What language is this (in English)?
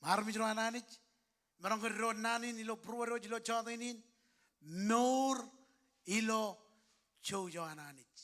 Marshallese